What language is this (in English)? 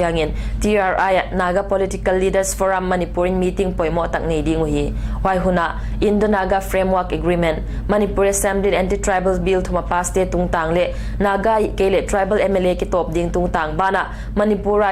Paite Chin